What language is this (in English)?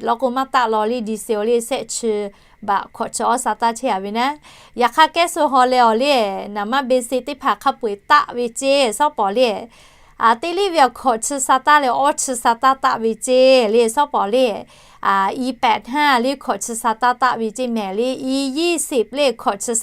Lahu